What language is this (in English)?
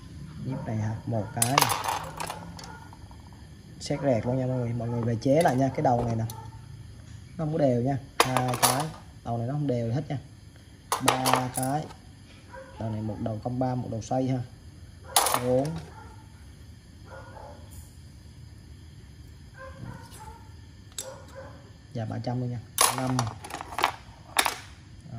Vietnamese